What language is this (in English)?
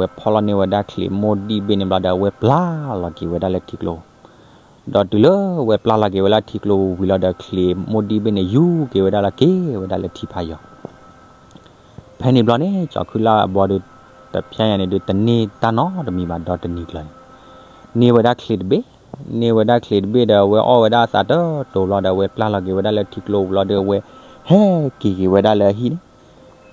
S'gaw Karen